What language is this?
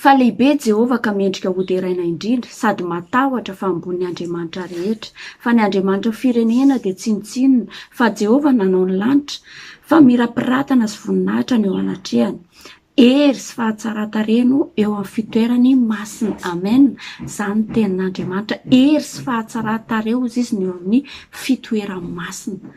Malagasy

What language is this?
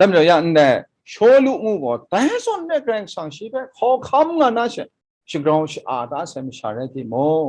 Kachin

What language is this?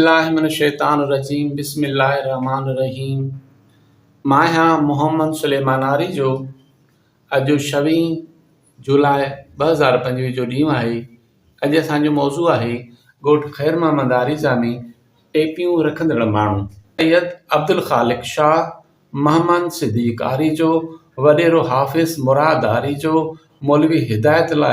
Sindhi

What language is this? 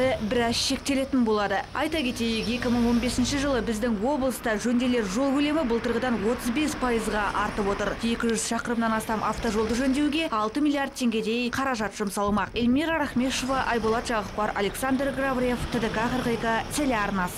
Kazakh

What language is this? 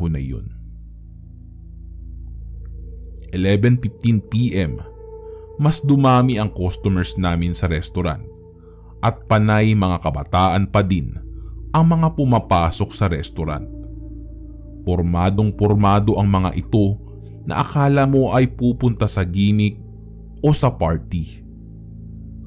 Filipino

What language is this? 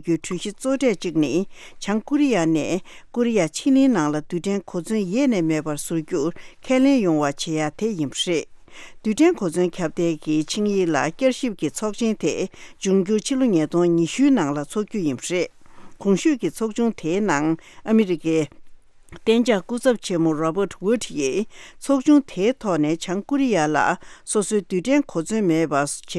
Tibetan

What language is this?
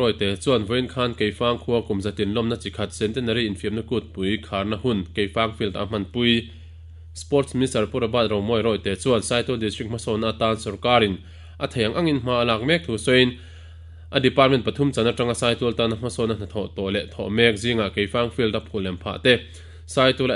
Mizo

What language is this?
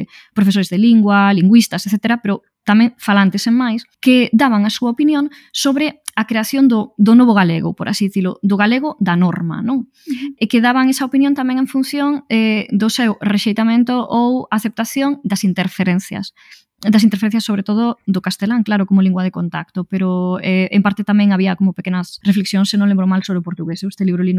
Galician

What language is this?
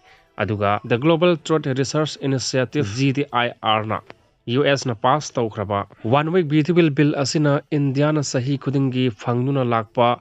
Manipuri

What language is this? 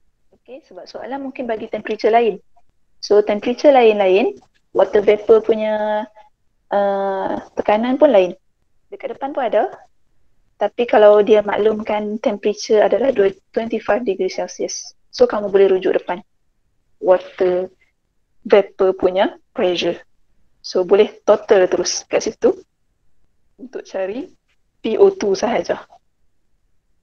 Malay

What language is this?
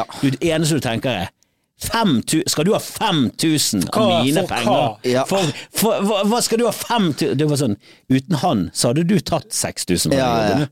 Norwegian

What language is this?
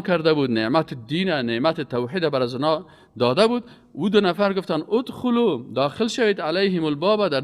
Persian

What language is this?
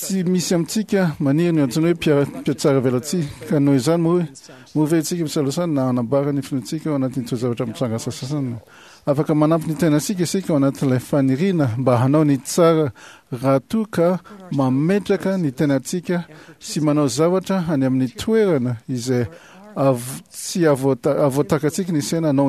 Malagasy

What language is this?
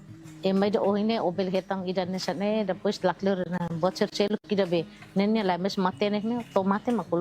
Tetum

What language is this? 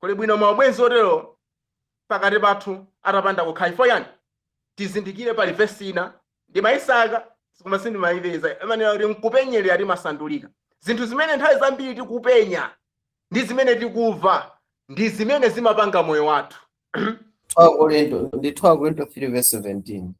Nyanja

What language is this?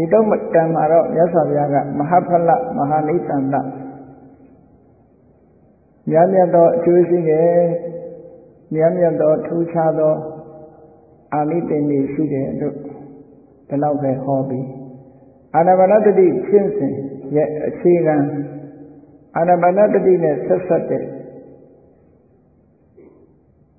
Burmese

